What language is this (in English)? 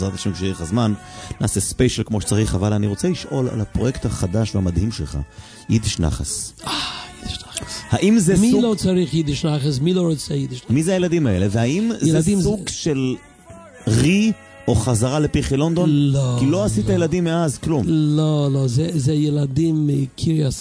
Hebrew